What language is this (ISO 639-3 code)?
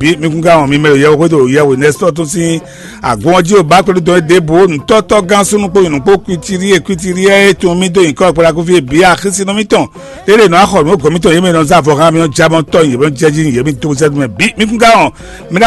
fon